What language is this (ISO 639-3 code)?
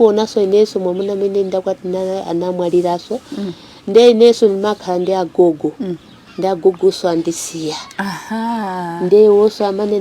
nya